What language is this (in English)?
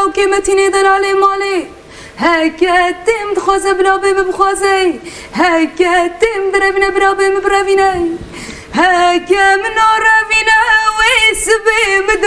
Kurdish